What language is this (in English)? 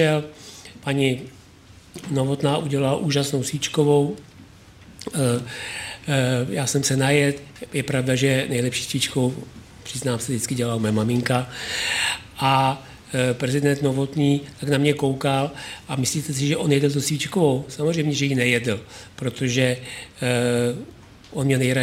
Czech